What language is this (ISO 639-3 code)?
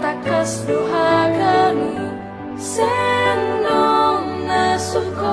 bts